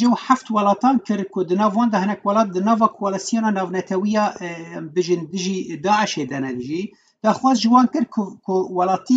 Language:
Kurdish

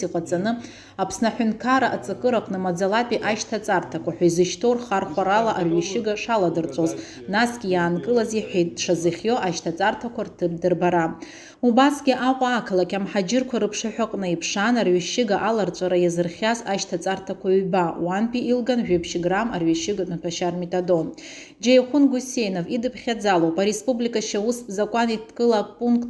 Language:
Abkhazian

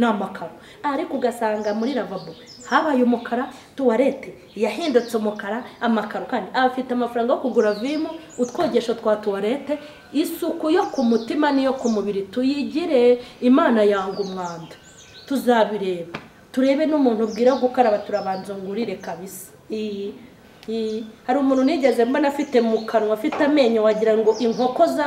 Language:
Kinyarwanda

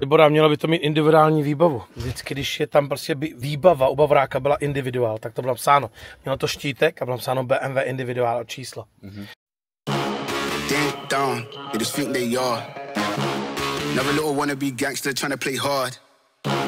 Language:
Czech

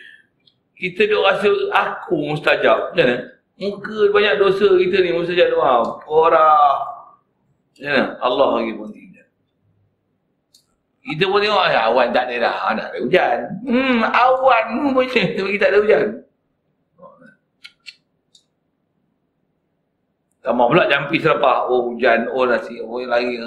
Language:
Malay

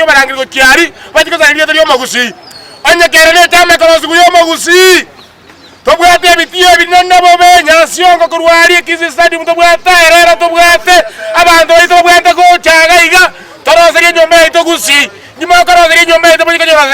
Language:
Gusii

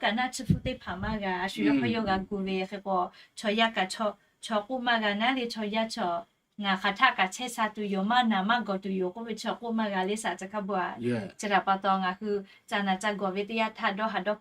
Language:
Lahu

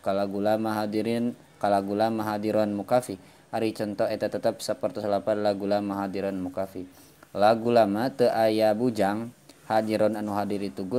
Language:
Sundanese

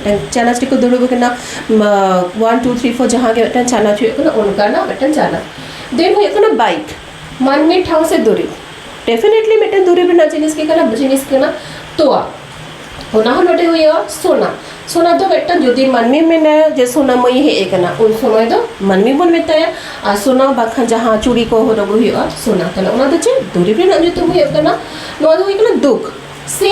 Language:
Santali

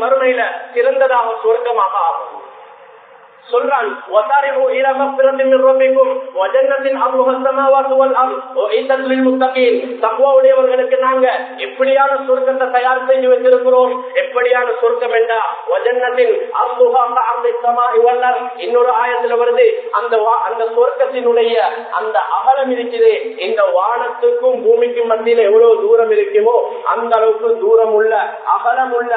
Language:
Tamil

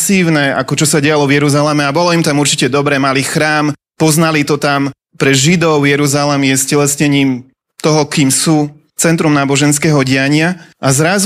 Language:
Slovak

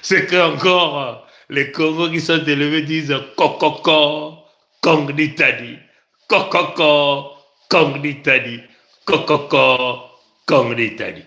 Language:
Kituba (Congo)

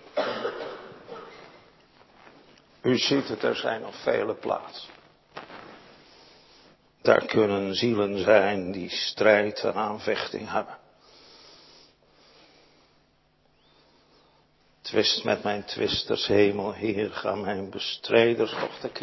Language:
Dutch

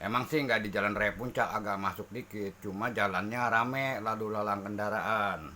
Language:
Betawi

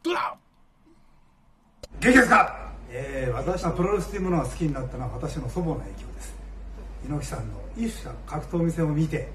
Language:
Japanese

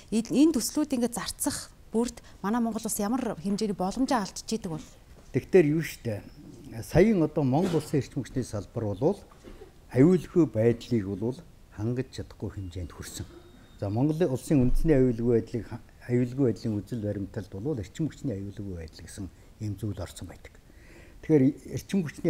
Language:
Mongolian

